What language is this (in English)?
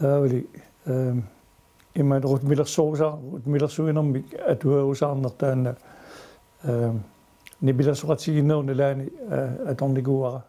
Kalaallisut